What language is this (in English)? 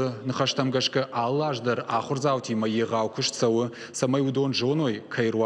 Ossetic